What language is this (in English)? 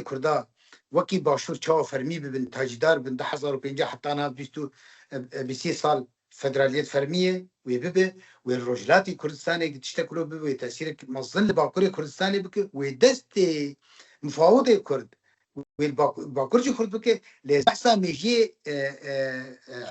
Kurdish